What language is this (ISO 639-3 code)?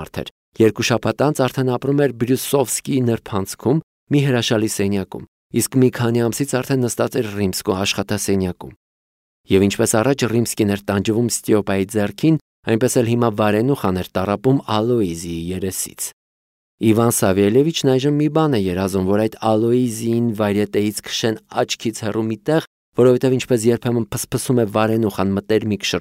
hye